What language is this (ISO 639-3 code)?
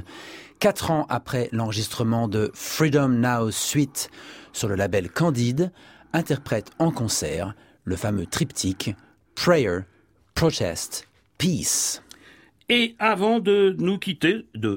fra